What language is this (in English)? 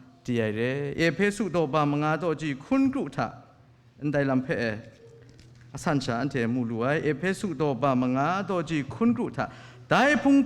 Kachin